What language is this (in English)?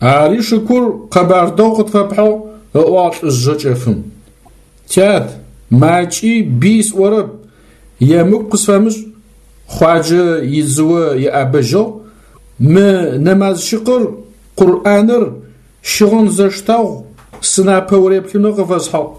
Adyghe